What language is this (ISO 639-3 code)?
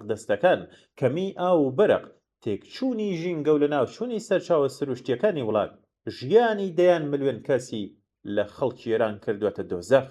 ckb